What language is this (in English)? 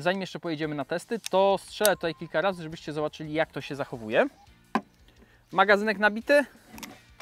Polish